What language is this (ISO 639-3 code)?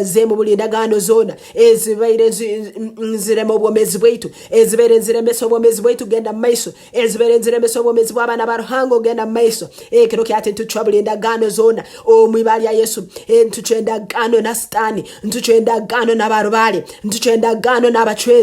nyn